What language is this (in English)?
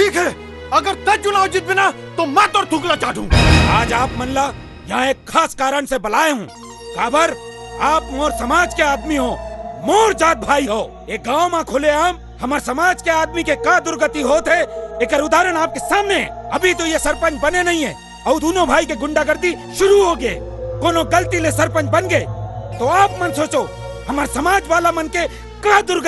Chhattisgarhi